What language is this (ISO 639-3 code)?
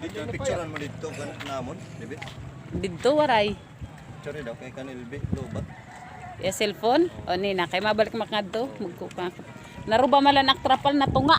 war